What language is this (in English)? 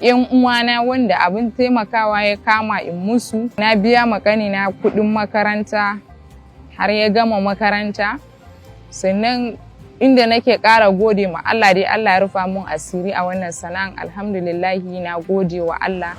Hausa